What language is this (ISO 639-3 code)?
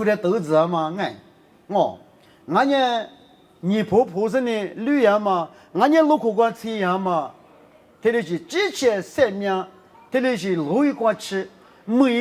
lis